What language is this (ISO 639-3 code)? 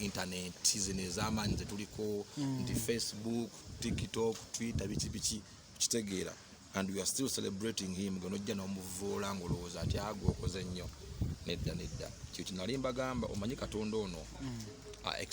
lug